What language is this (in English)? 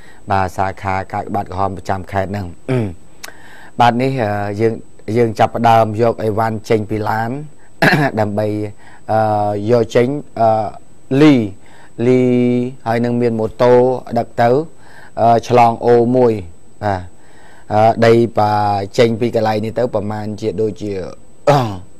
Khmer